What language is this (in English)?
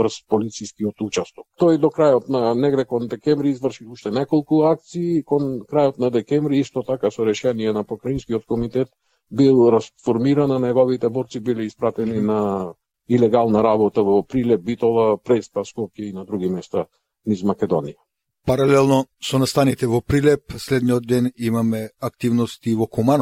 Macedonian